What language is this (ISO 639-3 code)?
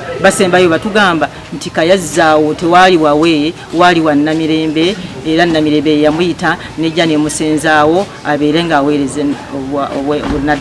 lug